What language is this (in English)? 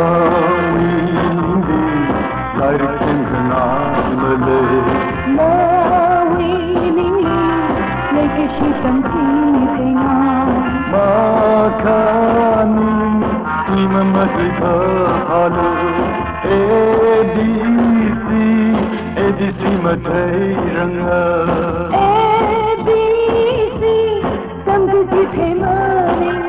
Tangkhul Naga (India)